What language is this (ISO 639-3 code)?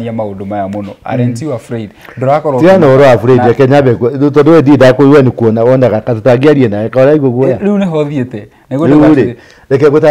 kik